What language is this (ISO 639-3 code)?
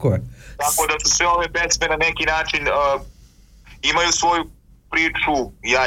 srp